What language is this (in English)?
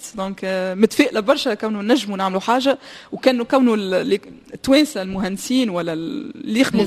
Tunisian Arabic